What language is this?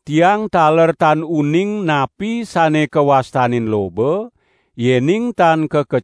Balinese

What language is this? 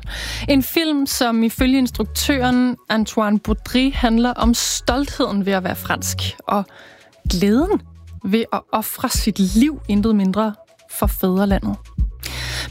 Danish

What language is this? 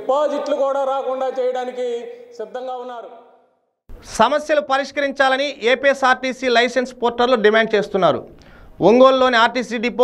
Telugu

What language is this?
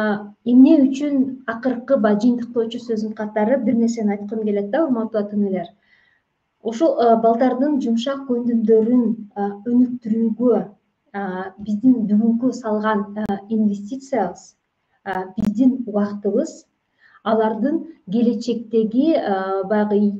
Kyrgyz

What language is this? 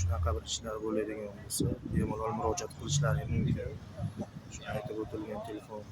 Uzbek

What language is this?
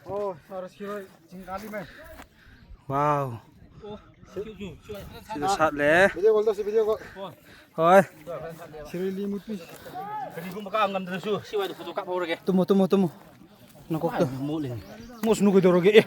Manipuri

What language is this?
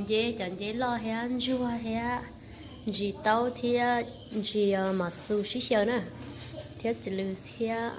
Hmong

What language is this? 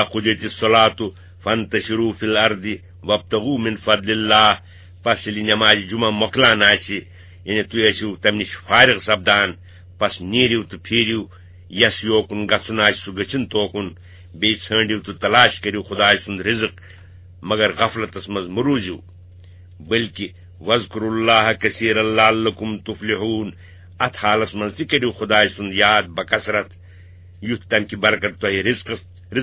Kashmiri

